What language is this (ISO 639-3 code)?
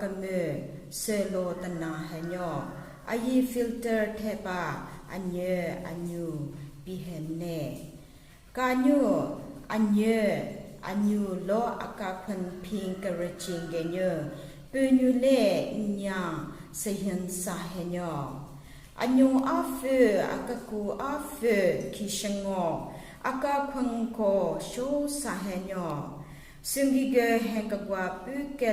nre